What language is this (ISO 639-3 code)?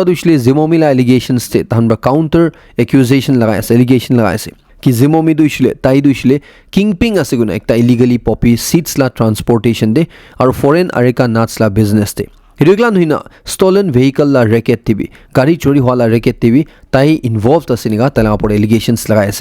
nag